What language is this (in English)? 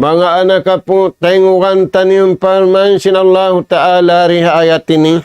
Tausug